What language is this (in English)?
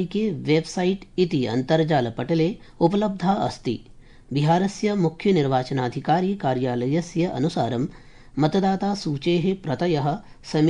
Sanskrit